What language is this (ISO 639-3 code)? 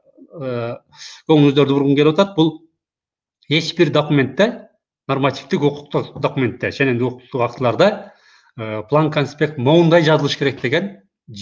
kir